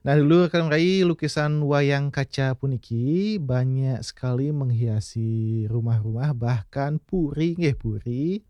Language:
Balinese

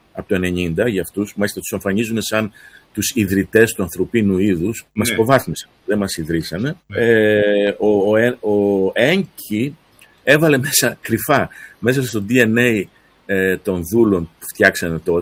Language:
Greek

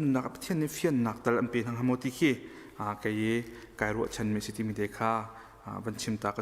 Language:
Hakha Chin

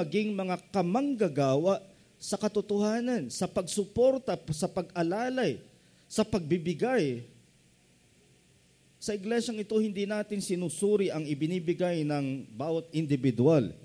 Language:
Filipino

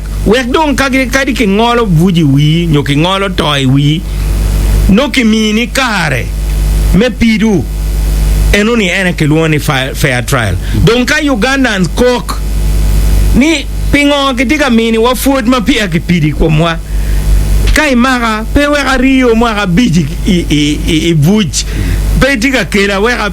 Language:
Acoli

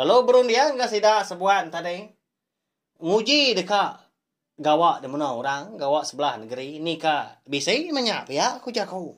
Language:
Iban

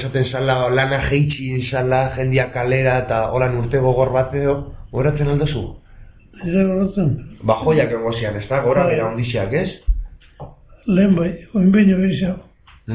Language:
Basque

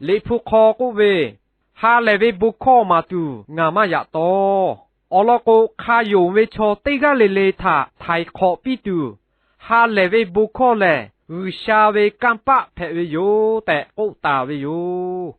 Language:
Lahu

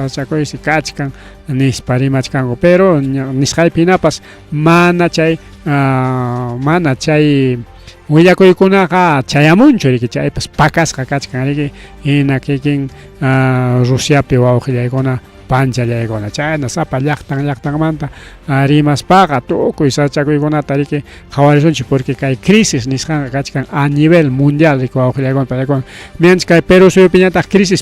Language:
Ayacucho Quechua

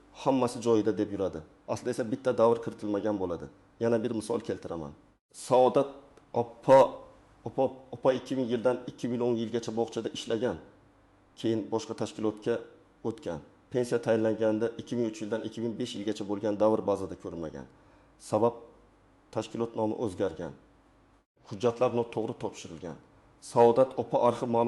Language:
Uzbek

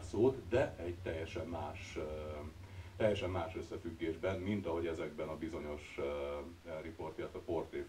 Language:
Hungarian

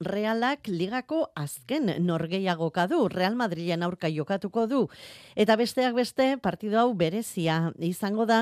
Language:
Basque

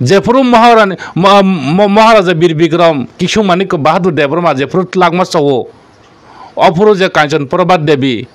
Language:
Kok Borok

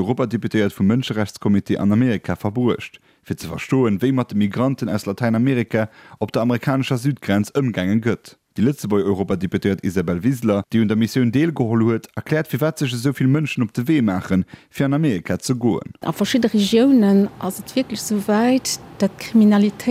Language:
Luxembourgish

